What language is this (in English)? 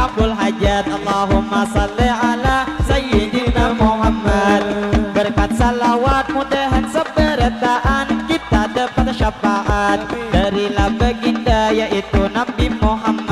Banjar